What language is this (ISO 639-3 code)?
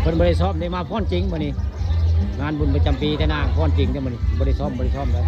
tts